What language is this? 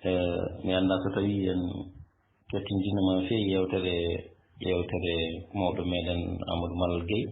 Fula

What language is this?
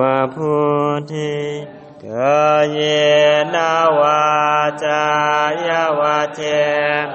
Pali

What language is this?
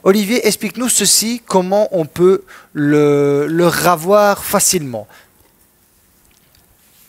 French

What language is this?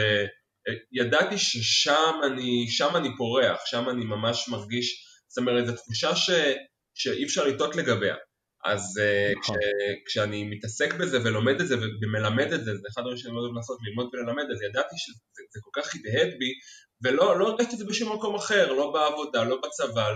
Hebrew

